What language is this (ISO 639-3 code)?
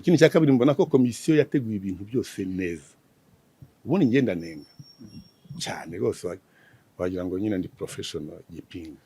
kin